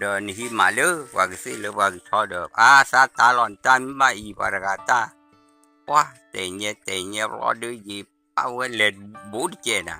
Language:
S'gaw Karen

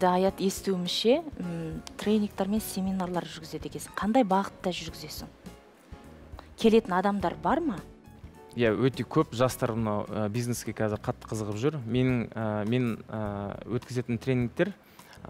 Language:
Kazakh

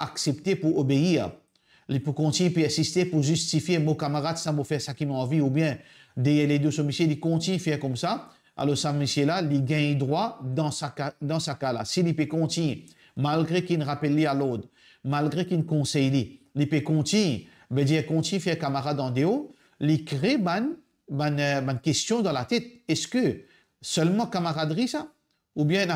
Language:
Morisyen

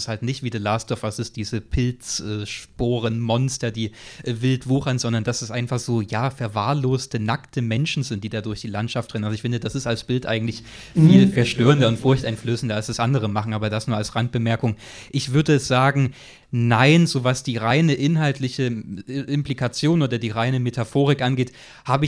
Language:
German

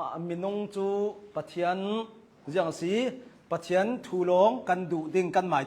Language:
Hakha Chin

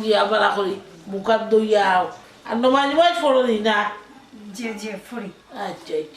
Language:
Sylheti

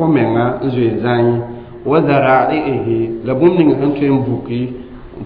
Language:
Mossi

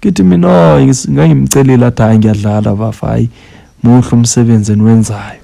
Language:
Zulu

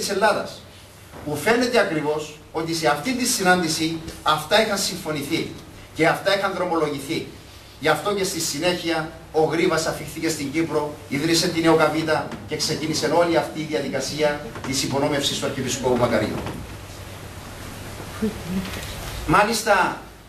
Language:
Greek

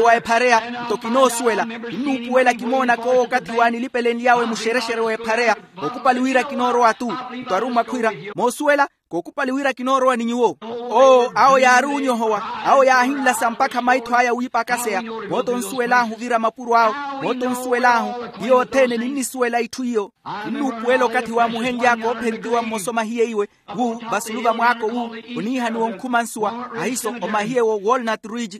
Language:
Makhuwa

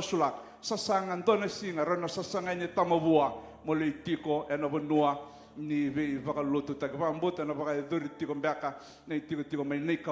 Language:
Fijian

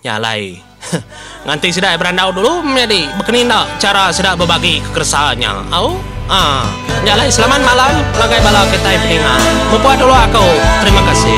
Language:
Iban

